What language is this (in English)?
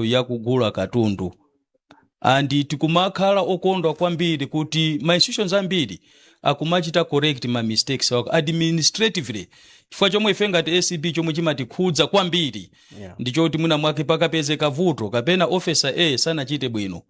Nyanja